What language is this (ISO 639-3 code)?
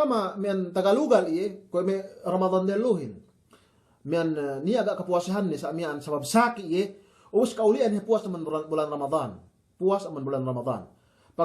yka